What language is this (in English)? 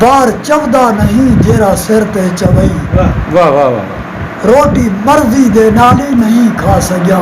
Saraiki